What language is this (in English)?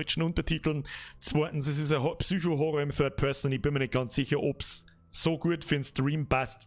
Bavarian